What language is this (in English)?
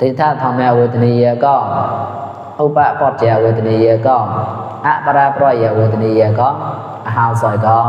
Mon